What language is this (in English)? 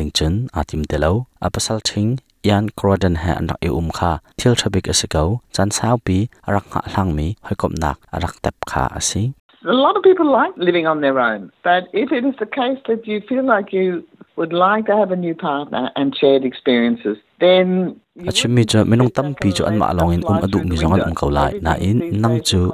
Hakha Chin